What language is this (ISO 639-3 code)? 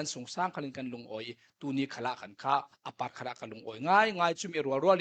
cfm